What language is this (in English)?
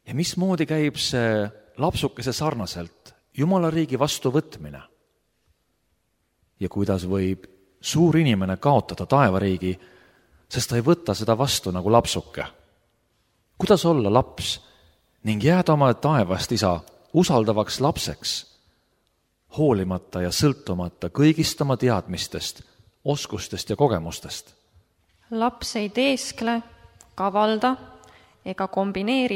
Estonian